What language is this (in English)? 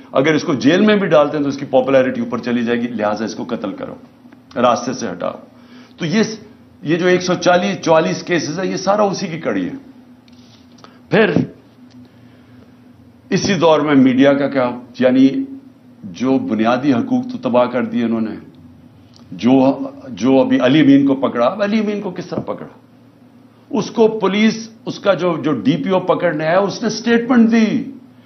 Urdu